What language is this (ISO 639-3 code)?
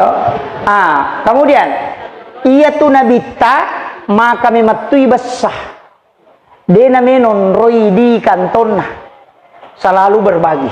bug